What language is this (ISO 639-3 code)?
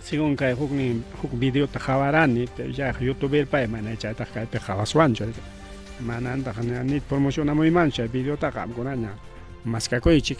quy